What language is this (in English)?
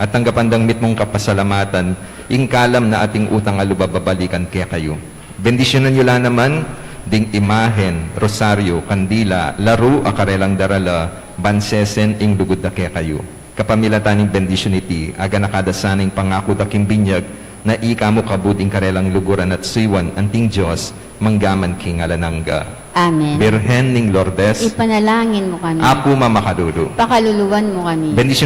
Pampanga